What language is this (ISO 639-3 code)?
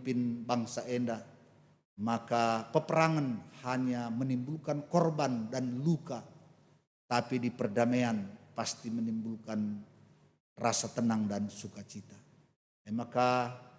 btx